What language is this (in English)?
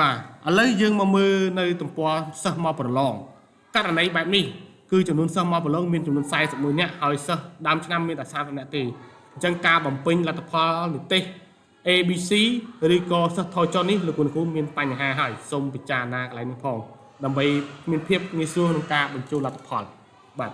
Khmer